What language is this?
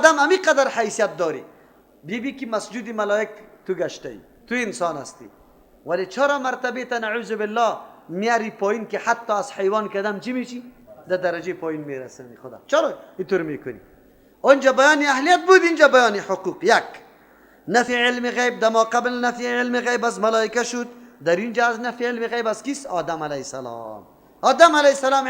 Persian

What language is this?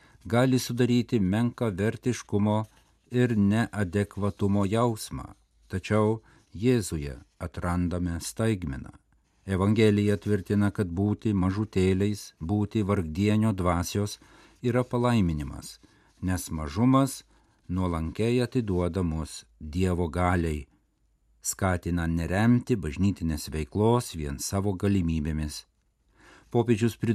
Lithuanian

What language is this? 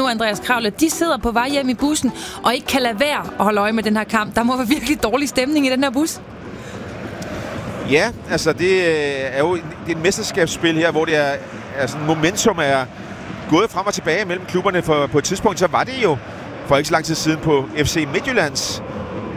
Danish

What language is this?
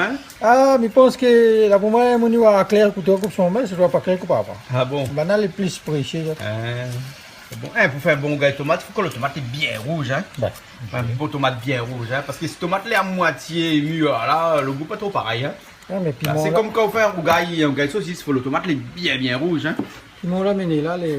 Réunion Creole French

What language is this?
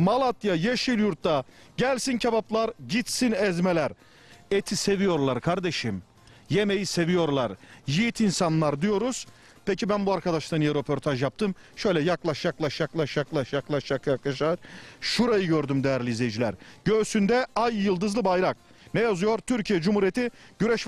Turkish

